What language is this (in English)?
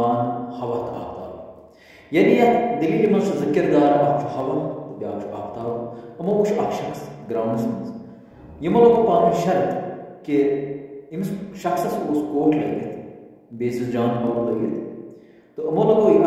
Kashmiri